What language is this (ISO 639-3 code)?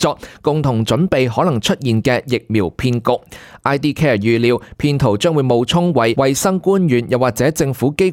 yue